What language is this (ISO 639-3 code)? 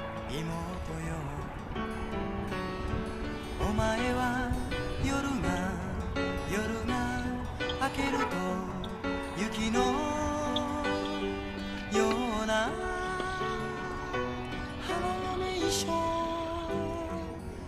jpn